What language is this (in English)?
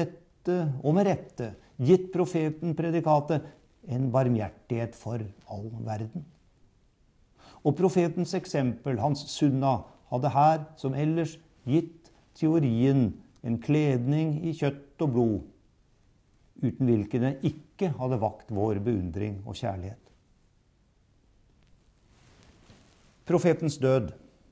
Norwegian